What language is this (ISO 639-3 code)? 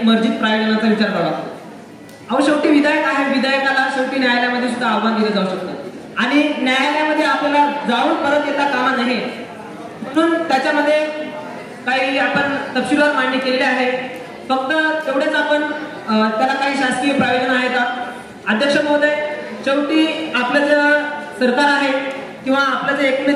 mar